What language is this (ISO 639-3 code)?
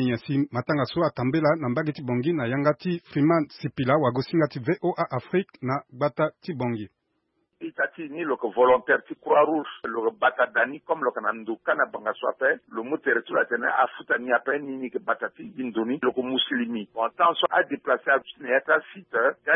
sag